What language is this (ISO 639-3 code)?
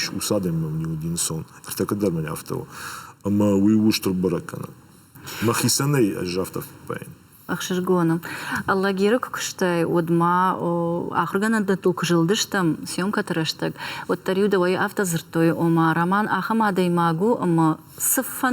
oss